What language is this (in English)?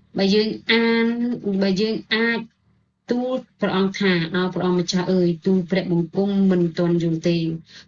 Khmer